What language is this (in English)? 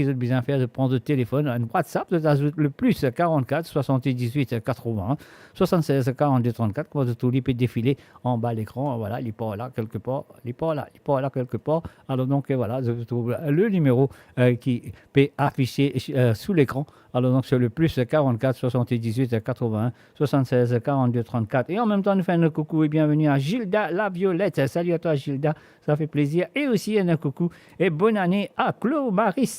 Morisyen